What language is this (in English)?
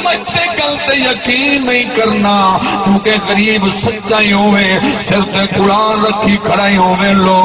Saraiki